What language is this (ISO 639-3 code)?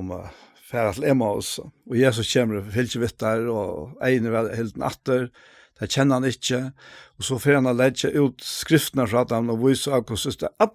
fao